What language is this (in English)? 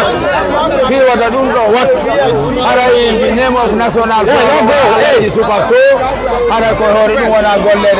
Fula